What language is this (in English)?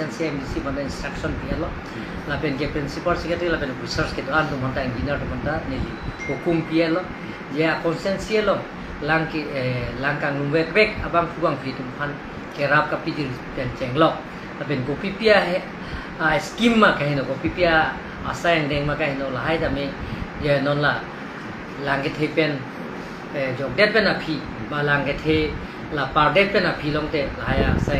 Karbi